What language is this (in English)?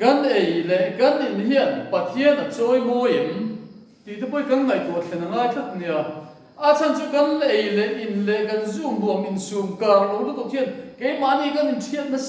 Mizo